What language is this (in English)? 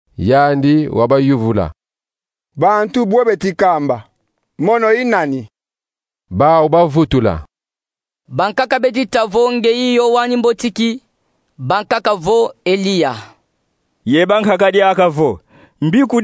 Kongo